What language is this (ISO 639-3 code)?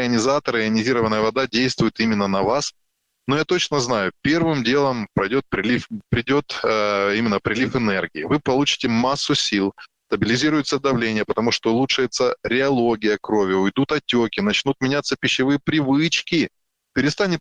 rus